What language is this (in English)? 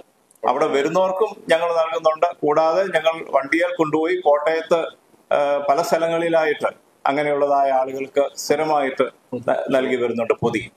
Malayalam